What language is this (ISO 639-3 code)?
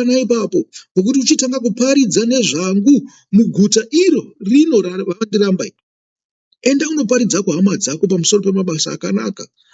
sna